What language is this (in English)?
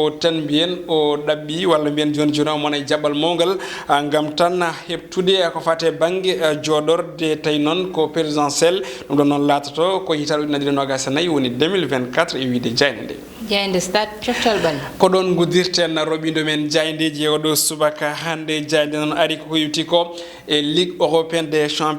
Fula